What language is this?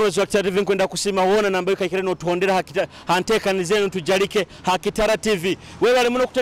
Nyoro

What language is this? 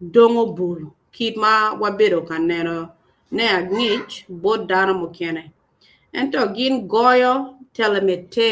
Acoli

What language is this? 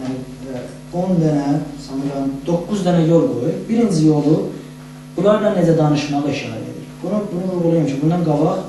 South Azerbaijani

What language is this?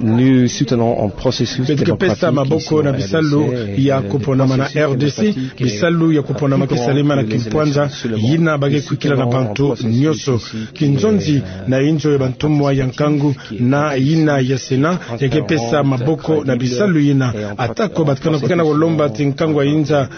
Kituba (Democratic Republic of Congo)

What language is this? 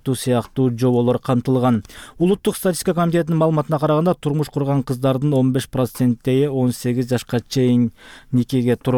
Kyrgyz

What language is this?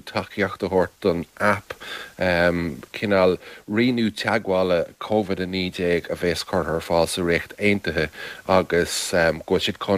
Irish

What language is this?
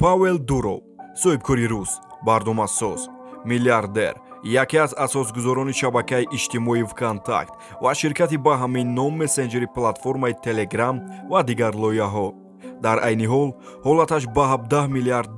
Tajik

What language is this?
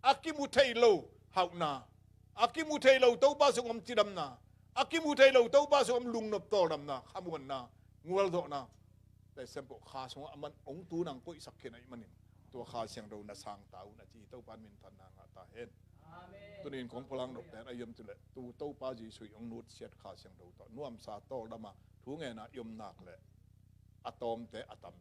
Tedim Chin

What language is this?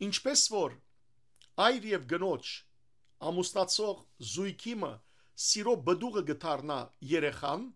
Western Armenian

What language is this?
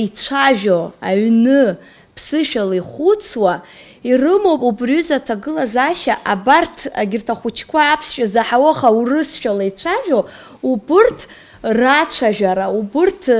Abkhazian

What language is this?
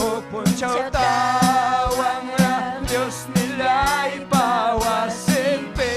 Ayacucho Quechua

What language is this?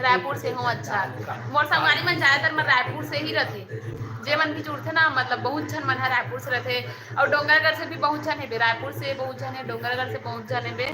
Chhattisgarhi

